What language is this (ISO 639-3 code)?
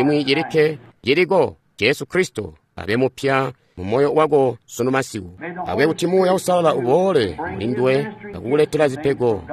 toi